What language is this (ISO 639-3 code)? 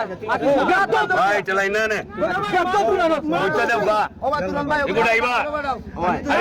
syl